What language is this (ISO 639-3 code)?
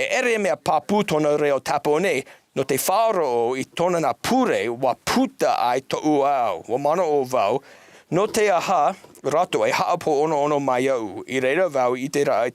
tah